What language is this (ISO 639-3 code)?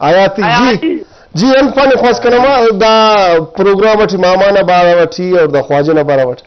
brh